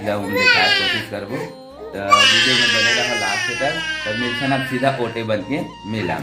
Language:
Chhattisgarhi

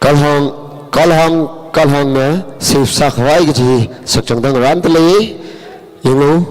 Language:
Tangkhul Naga (India)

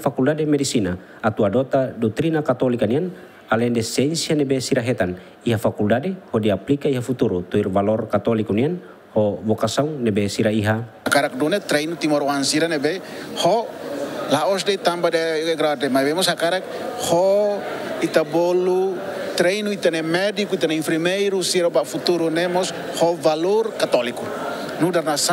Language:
Tetum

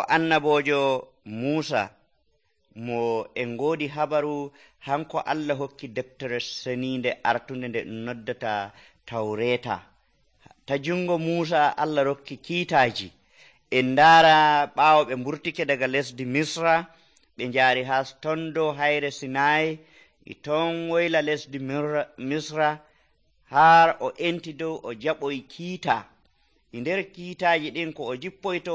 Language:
Nigerian Fulfulde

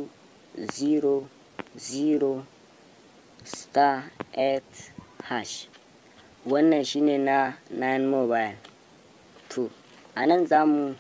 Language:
Hausa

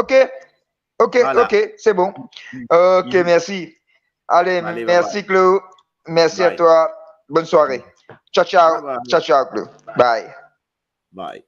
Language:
Morisyen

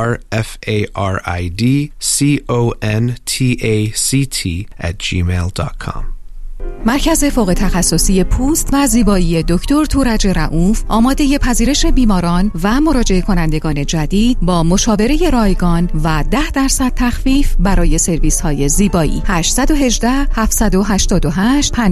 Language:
Persian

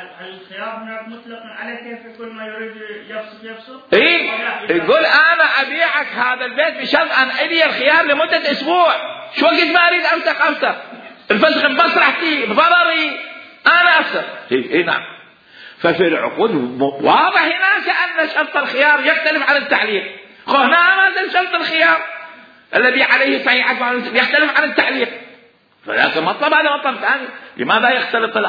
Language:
Mesopotamian Arabic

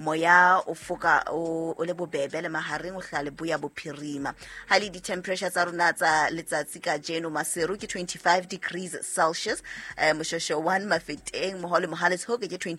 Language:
Southern Sotho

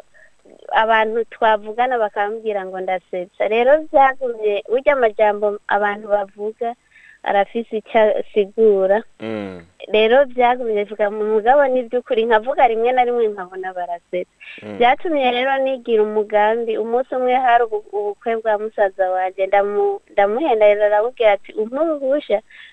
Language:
Rundi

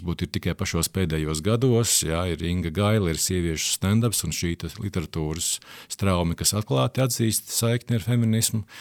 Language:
Latvian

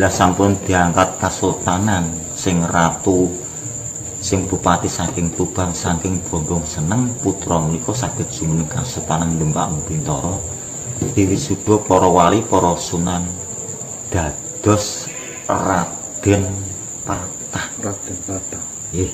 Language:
Javanese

